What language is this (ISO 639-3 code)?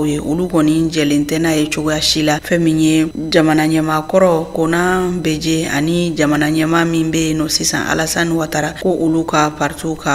bam